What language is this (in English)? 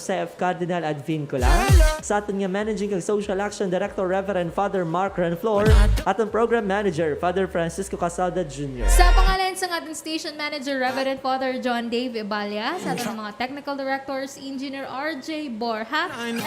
Hiligaynon